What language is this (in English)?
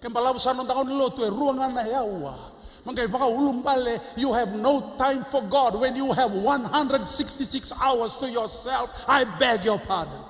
Fijian